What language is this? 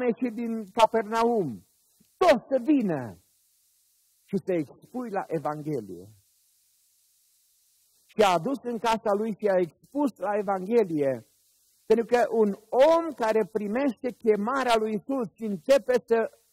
Romanian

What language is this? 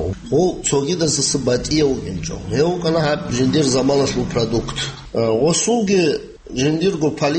Avaric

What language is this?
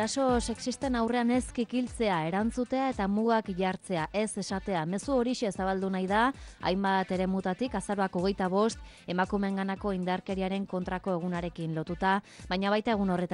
Basque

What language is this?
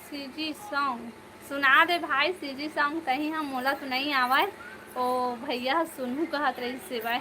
Chhattisgarhi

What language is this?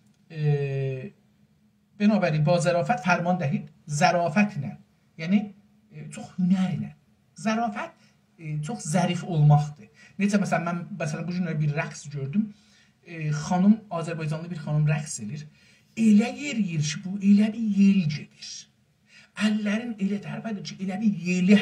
South Azerbaijani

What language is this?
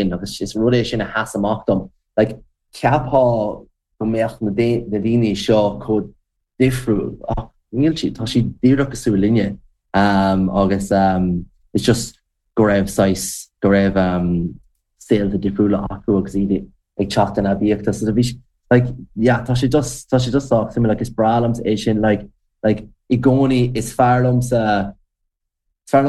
Irish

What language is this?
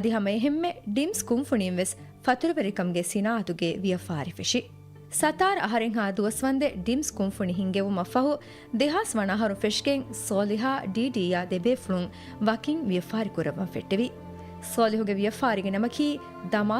Divehi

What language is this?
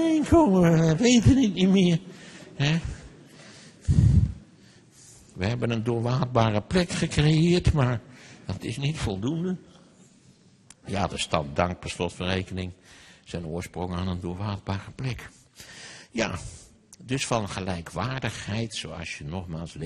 Dutch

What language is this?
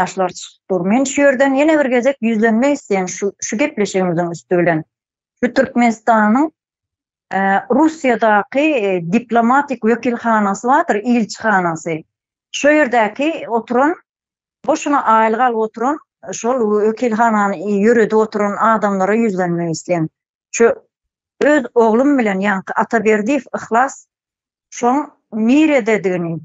Turkmen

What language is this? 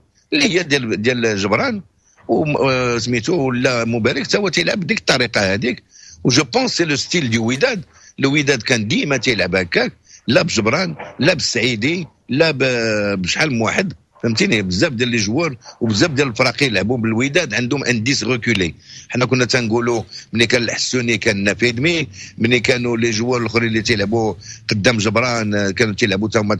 Moroccan Arabic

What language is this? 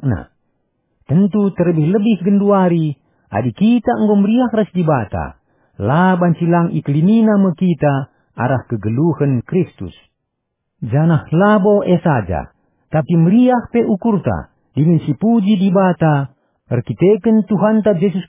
Batak Karo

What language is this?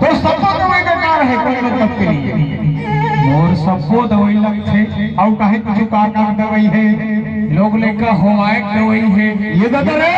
Chhattisgarhi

